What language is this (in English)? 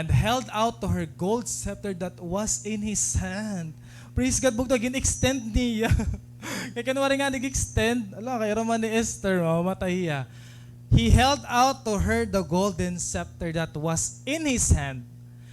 Waray